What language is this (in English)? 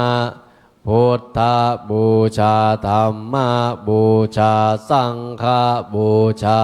Pali